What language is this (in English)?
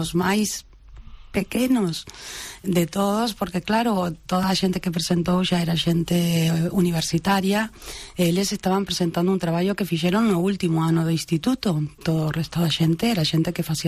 Galician